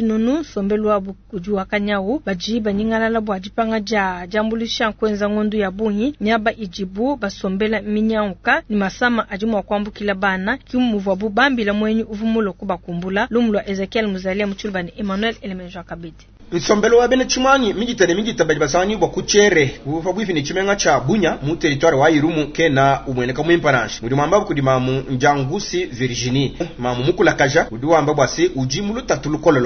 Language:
Luba-Lulua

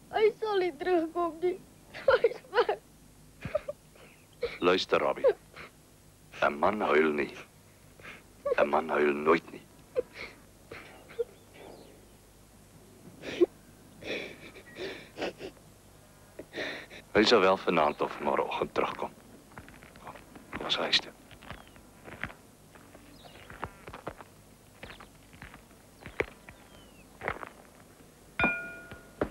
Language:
Afrikaans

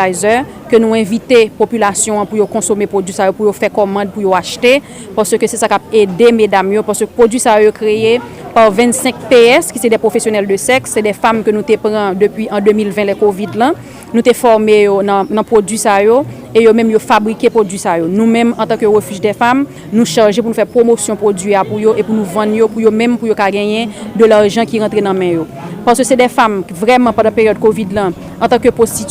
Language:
Haitian Creole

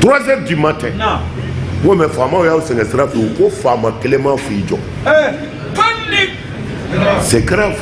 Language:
Bambara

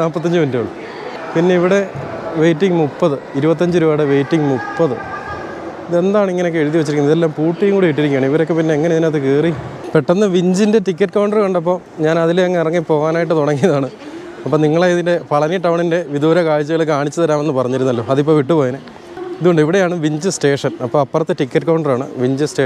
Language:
Malayalam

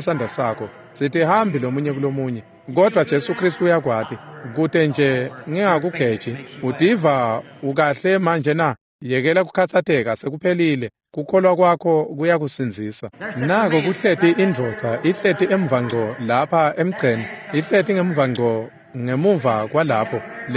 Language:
Swati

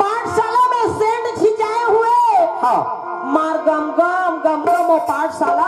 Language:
Chhattisgarhi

